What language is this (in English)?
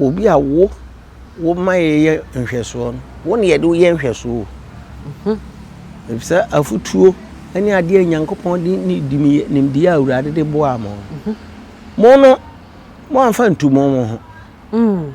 Akan